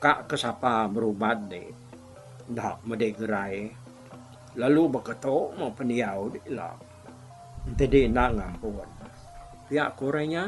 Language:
Iban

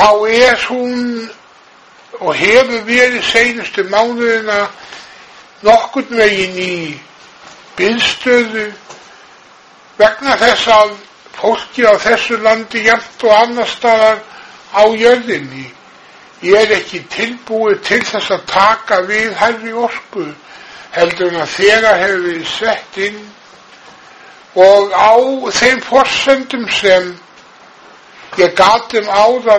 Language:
Icelandic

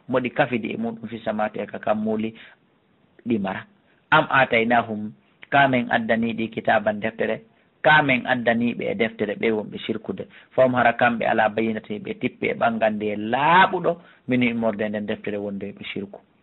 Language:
Fula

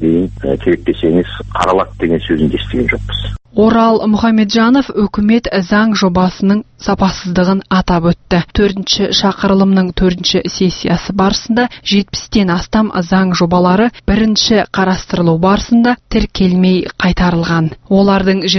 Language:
Kazakh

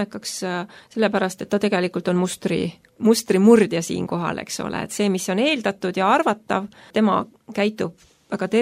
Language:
Estonian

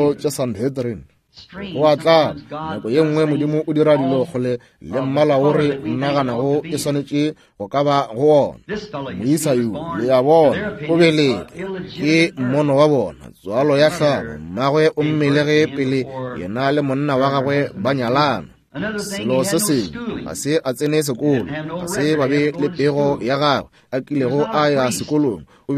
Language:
Northern Sotho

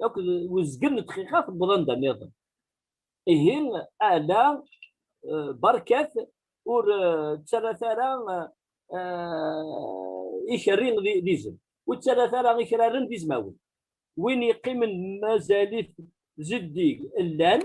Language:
Kabyle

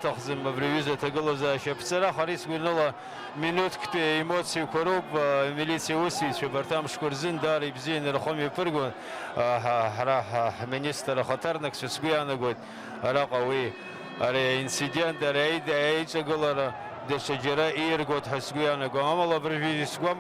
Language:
Abkhazian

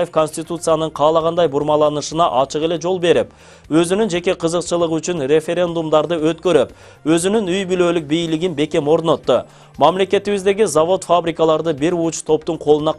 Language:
Kyrgyz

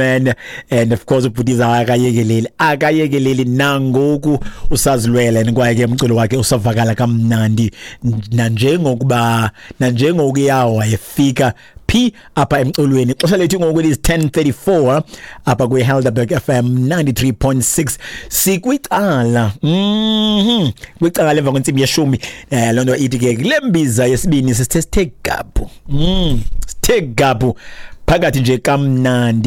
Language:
Xhosa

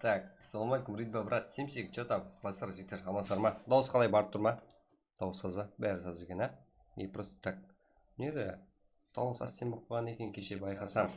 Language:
Kara-Kalpak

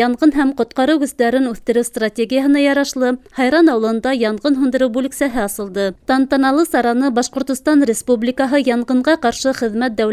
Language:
Bashkir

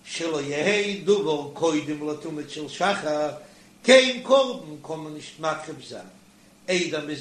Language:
Yiddish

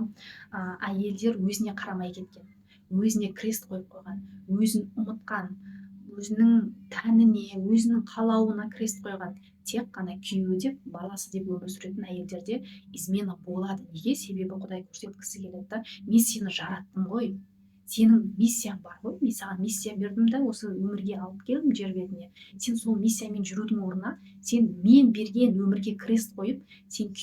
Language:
Kazakh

